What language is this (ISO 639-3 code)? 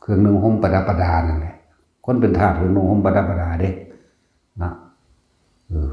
tts